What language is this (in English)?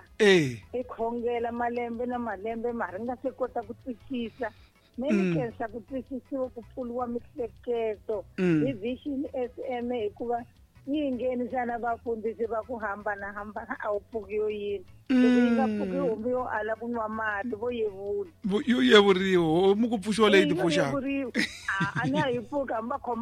Tsonga